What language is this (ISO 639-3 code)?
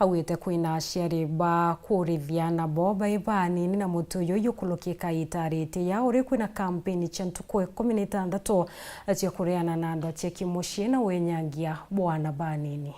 mer